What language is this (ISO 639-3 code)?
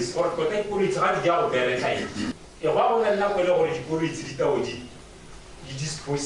tsn